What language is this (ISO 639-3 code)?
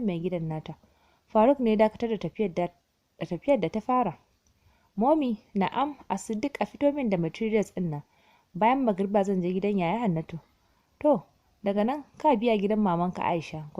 hau